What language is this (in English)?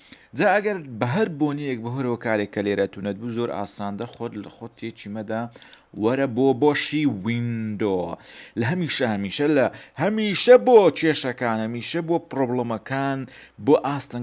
Central Kurdish